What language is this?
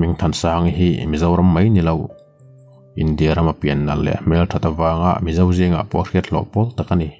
Mizo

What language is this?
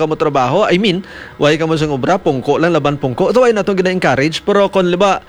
Hiligaynon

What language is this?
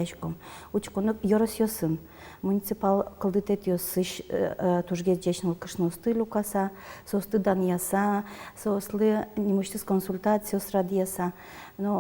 Udmurt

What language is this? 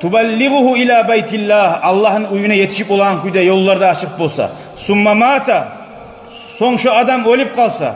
Kumyk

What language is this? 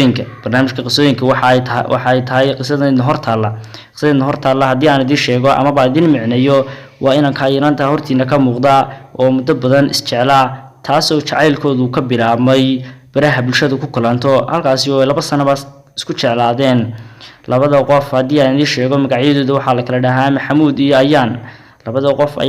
Somali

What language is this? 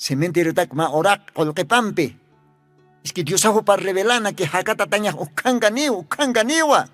Aymara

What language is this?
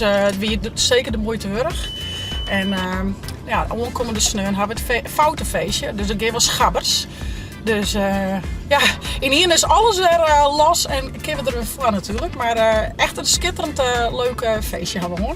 Western Frisian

